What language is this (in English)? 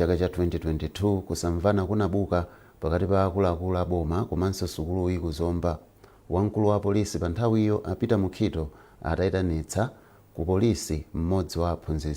Nyanja